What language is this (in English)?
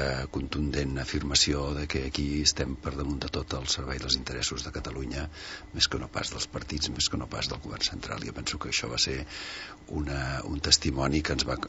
Catalan